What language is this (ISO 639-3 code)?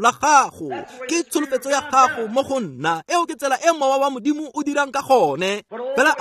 tsn